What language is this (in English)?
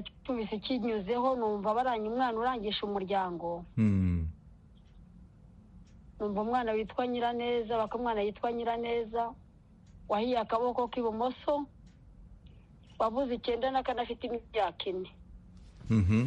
Kinyarwanda